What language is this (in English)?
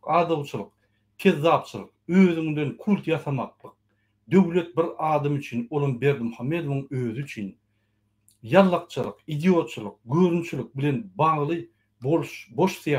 Turkmen